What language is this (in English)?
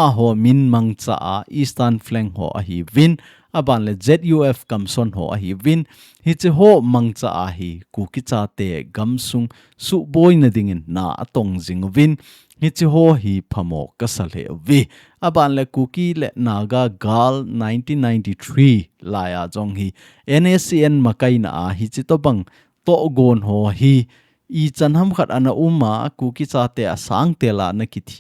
Thado Chin